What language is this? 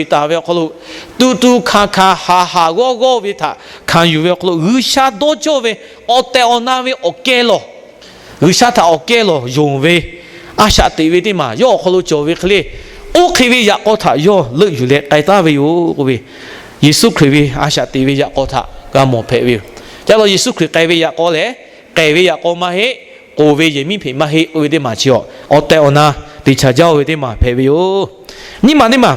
Lahu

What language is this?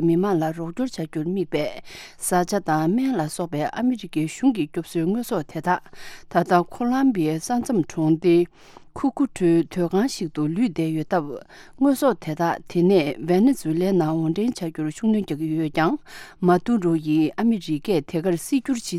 Tibetan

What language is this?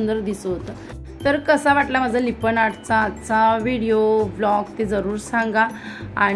Marathi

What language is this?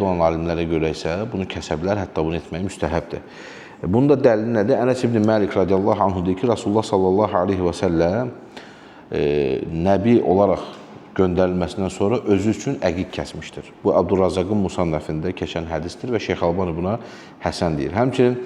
Azerbaijani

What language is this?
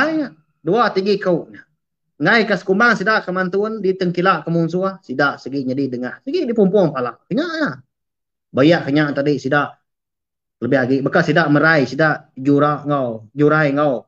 Iban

